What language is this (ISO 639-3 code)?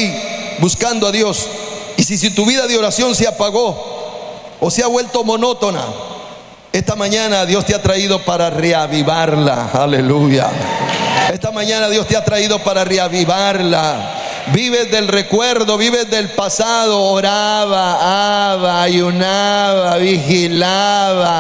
spa